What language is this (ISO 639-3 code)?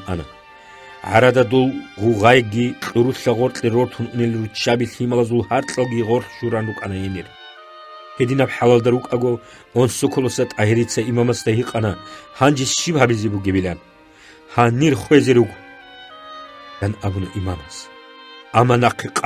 ava